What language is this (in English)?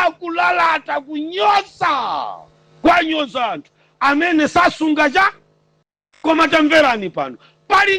Nyanja